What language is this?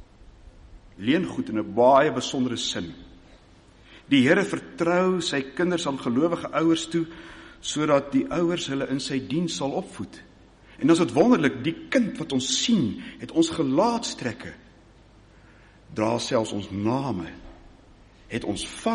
Afrikaans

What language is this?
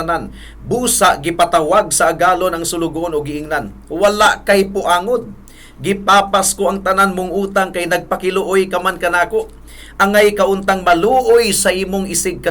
Cebuano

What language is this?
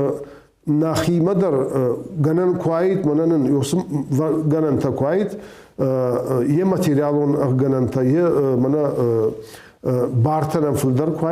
Ossetic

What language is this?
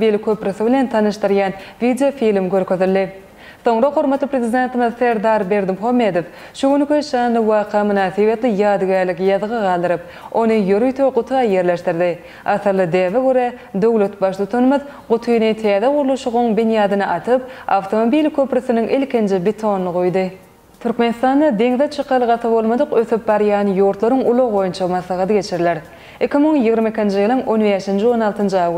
Turkmen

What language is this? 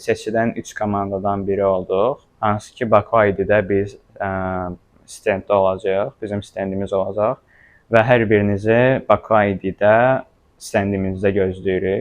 Azerbaijani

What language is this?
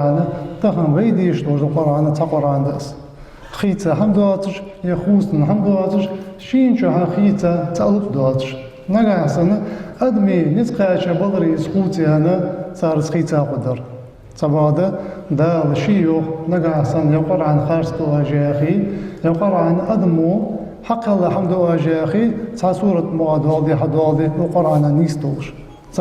Ingush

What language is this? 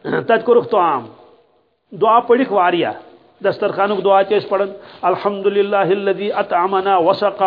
Kashmiri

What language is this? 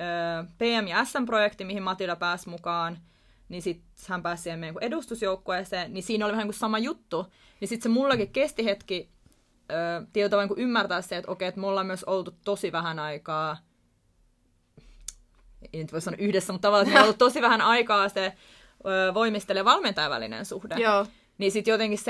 Finnish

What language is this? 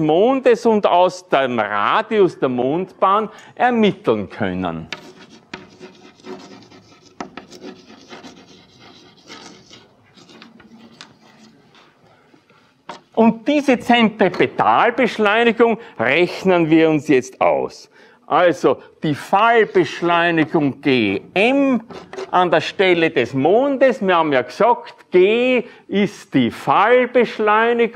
German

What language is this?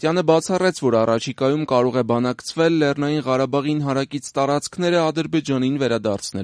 Armenian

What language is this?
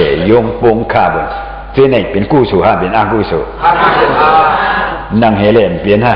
Shan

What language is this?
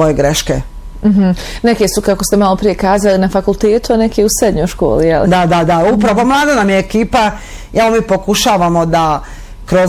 Bosnian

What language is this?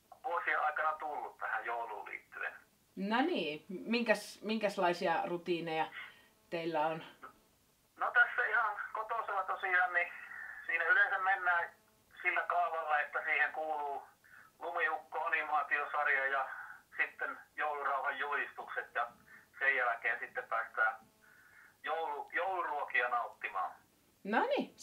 Finnish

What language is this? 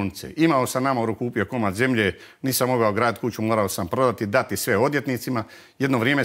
Croatian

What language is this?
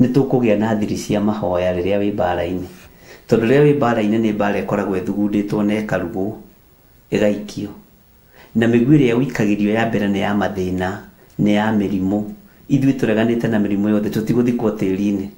Kikuyu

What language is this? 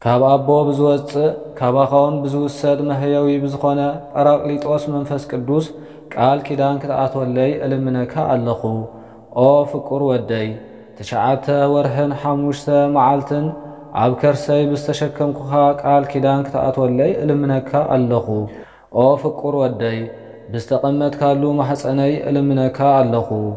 Tigrinya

